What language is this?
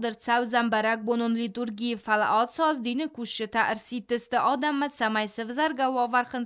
Ossetic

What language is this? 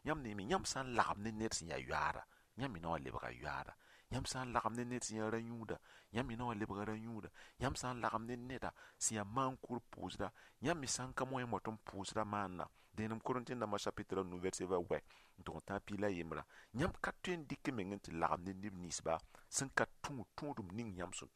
Mossi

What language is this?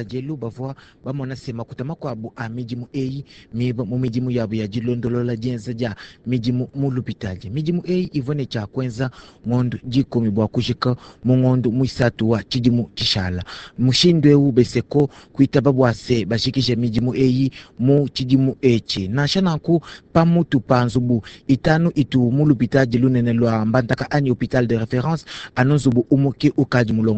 Luba-Lulua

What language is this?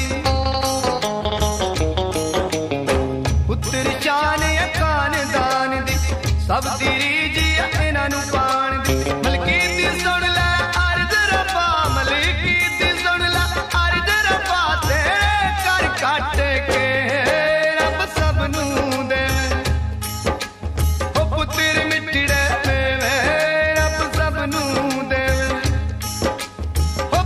Punjabi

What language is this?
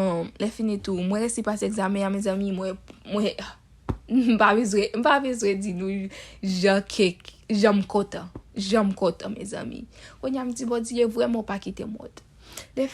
Haitian Creole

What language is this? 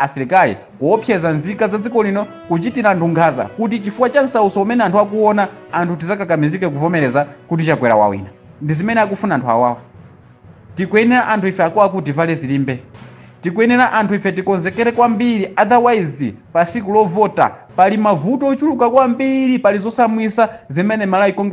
Nyanja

